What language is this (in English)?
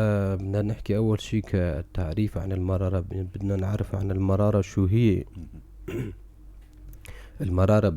North Levantine Arabic